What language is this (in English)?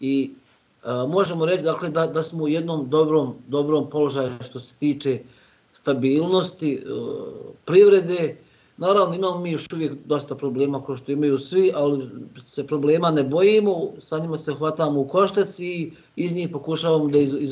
Bosnian